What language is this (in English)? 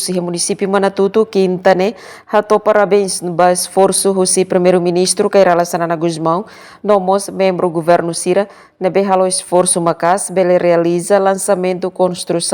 Tetum